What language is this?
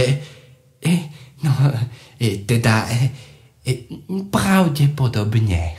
Slovak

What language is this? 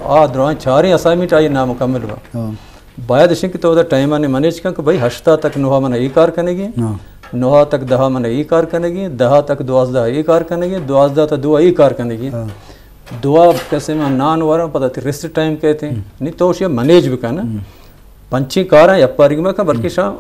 Eastern Balochi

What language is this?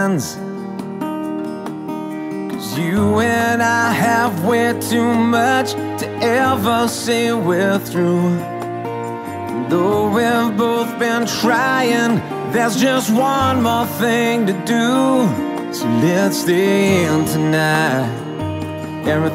English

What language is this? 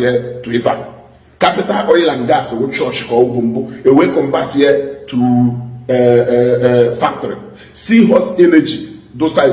Igbo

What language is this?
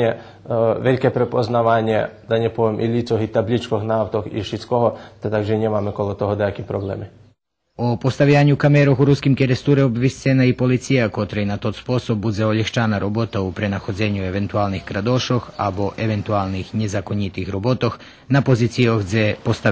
Rusyn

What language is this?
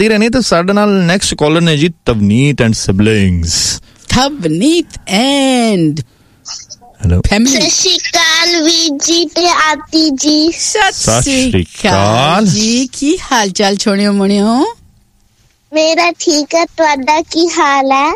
Punjabi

